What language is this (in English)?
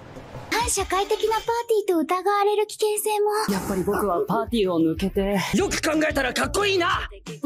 Japanese